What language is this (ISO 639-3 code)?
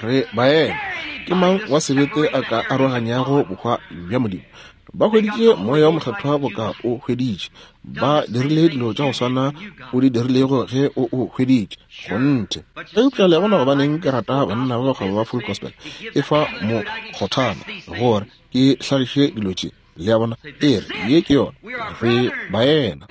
nso